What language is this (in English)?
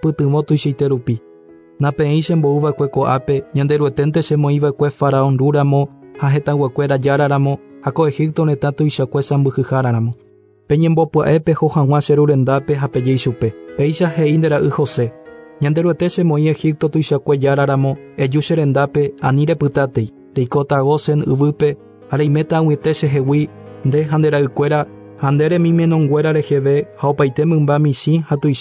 Guarani